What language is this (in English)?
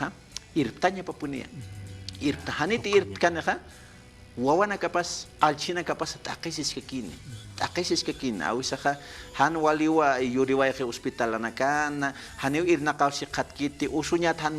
Aymara